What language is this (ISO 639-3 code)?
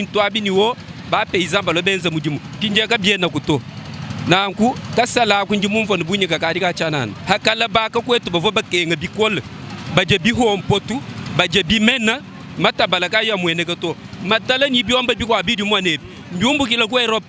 lua